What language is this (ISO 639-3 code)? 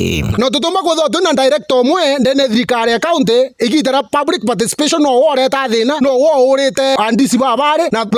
mer